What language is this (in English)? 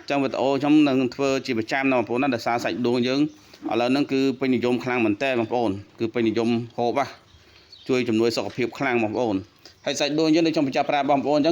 Khmer